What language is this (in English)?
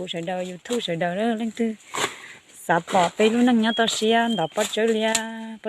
Hmong